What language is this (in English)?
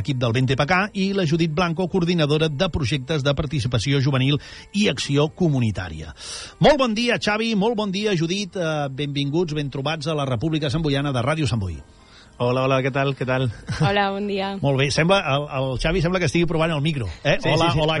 Catalan